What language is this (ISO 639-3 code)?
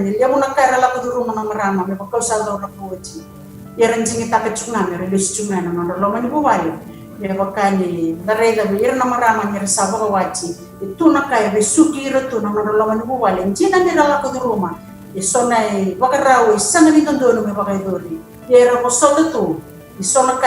fij